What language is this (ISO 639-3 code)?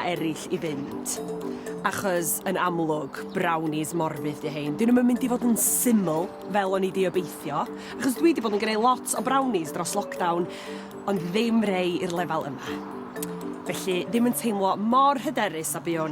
cym